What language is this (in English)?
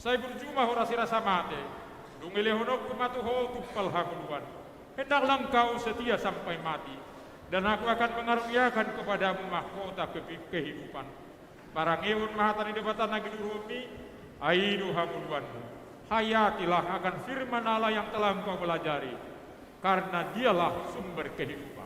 Batak Toba